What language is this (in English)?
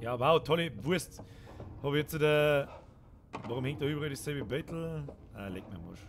Bavarian